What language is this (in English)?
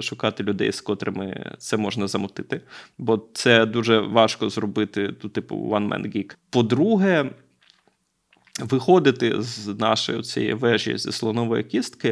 Ukrainian